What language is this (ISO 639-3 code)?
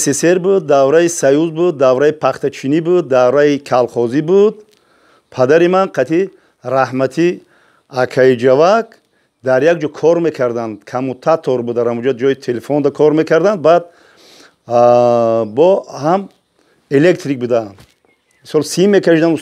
tgk